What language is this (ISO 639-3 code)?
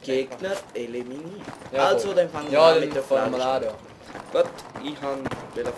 gsw